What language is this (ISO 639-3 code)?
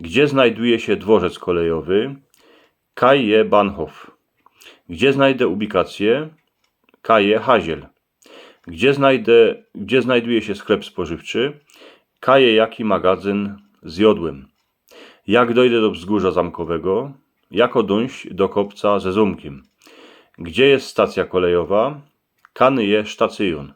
szl